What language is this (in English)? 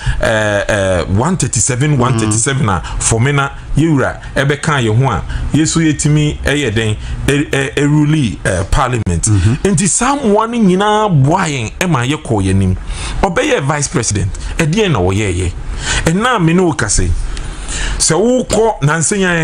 Akan